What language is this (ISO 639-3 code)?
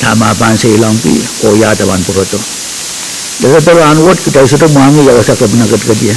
pon